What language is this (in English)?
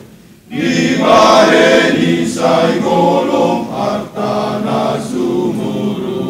Batak Toba